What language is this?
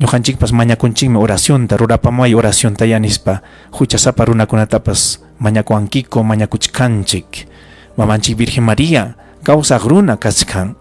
Ayacucho Quechua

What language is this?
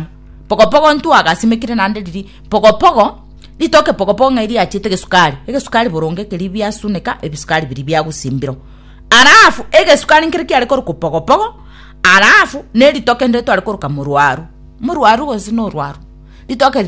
Gusii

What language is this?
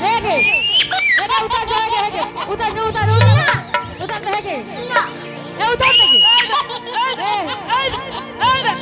Angika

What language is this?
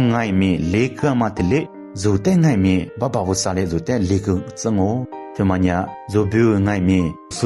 Lisu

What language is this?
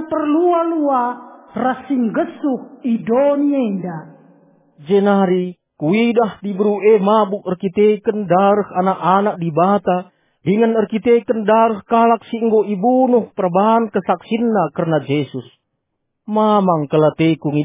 Batak Karo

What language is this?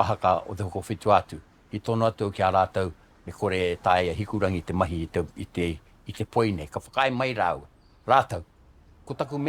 Māori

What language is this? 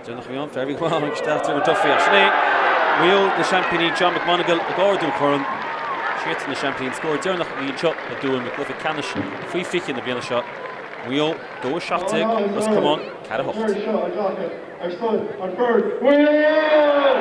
Irish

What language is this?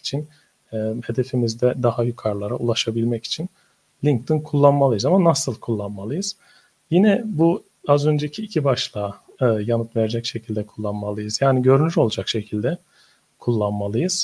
Turkish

